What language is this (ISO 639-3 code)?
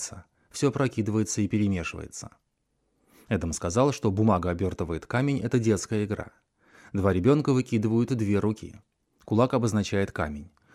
rus